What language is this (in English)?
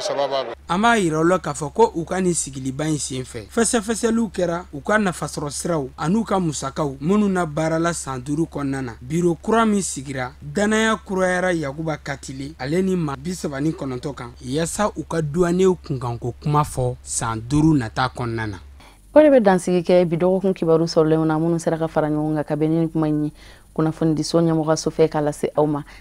Bambara